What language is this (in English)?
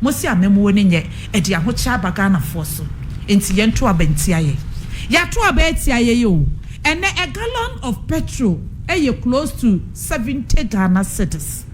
Akan